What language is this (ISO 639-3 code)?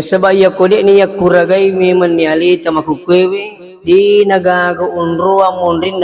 bug